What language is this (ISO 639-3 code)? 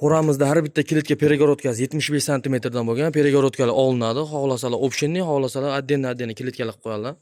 uzb